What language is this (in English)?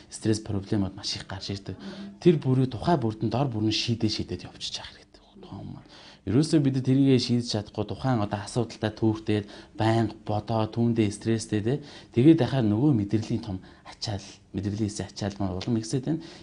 Mongolian